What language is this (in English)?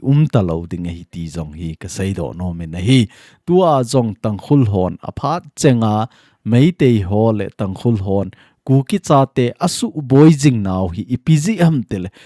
Thado Chin